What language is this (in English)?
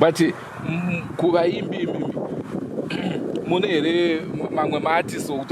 Shona